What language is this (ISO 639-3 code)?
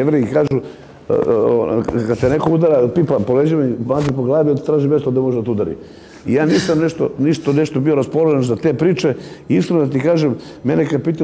srp